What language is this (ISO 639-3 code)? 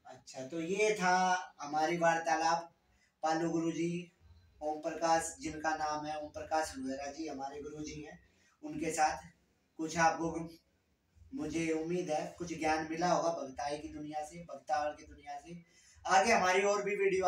hin